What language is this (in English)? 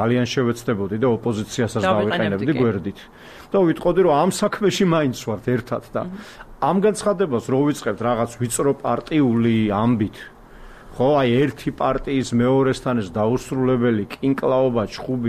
Georgian